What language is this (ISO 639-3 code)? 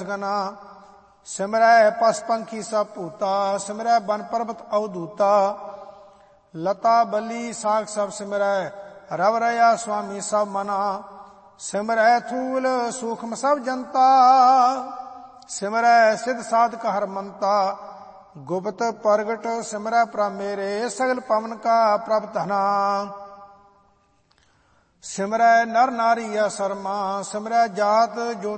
pan